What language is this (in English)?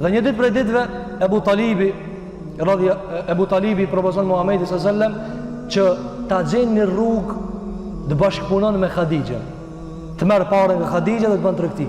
Albanian